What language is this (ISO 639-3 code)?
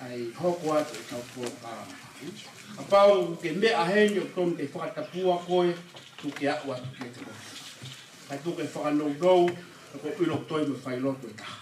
ton